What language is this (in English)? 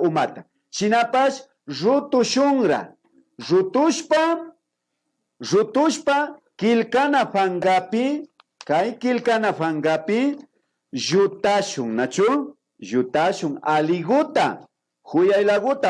Imbabura Highland Quichua